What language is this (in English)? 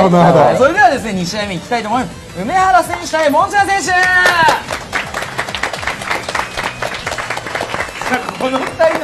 Japanese